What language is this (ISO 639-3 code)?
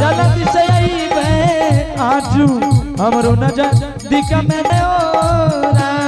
anp